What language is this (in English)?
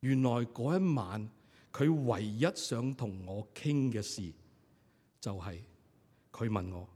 Cantonese